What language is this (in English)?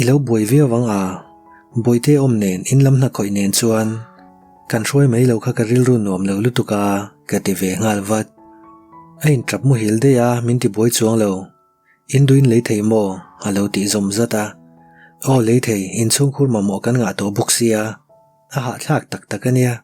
Mizo